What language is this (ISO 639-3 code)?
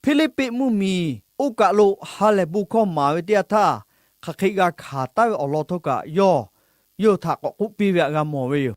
lhu